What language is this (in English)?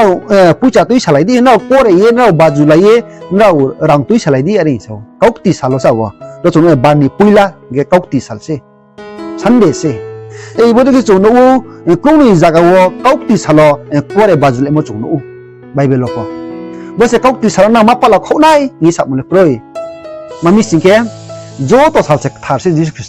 Riang (India)